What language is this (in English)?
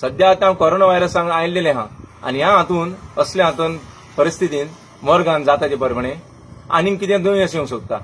Konkani